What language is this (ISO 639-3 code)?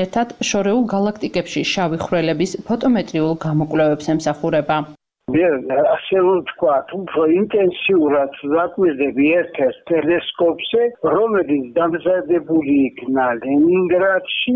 kat